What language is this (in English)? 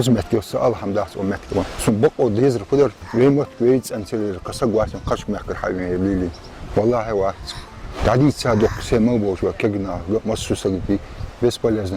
Ingush